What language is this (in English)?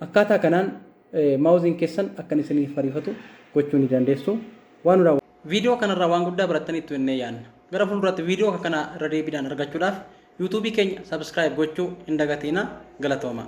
Oromo